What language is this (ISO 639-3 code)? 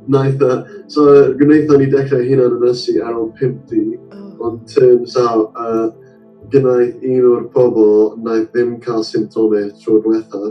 cym